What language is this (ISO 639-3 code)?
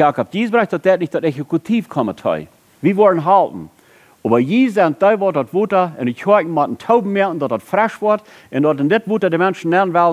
pdt